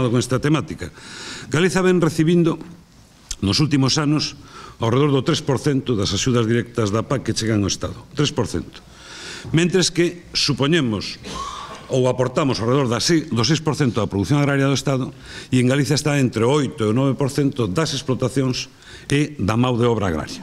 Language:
Galician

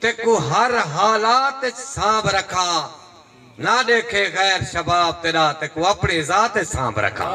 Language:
Saraiki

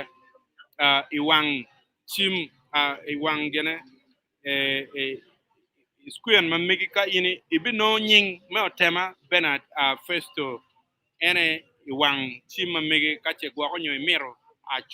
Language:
Acoli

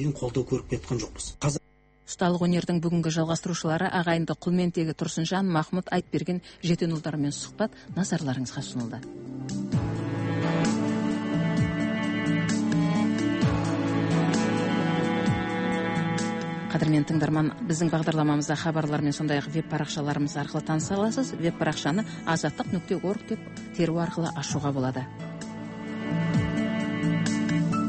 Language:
Kazakh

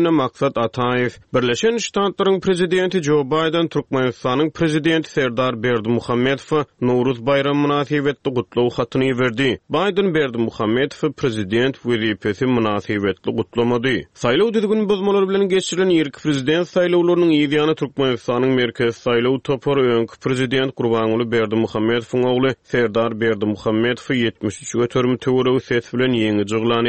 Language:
Turkmen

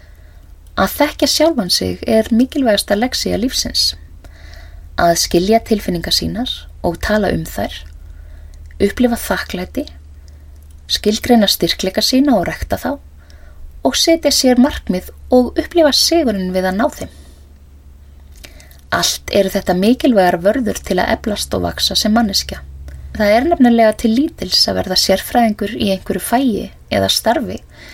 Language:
Icelandic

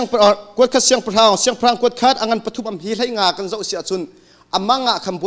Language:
Hakha Chin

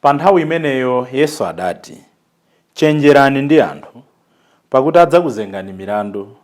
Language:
Nyanja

